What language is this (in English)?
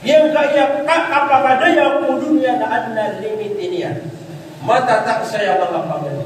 Maranao